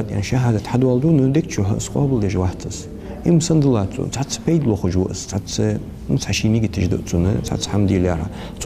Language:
Ingush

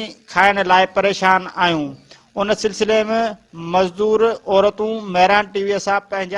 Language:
Sindhi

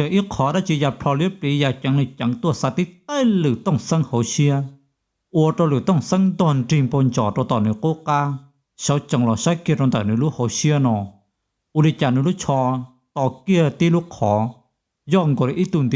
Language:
Hmong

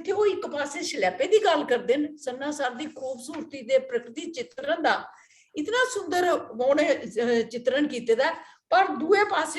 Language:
Dogri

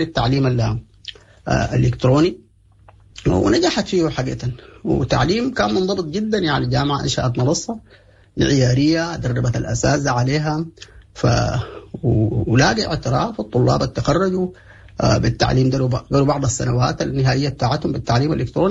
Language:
Sudanese Arabic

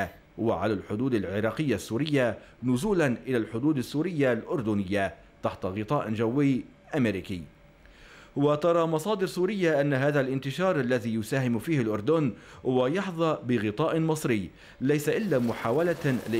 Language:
Arabic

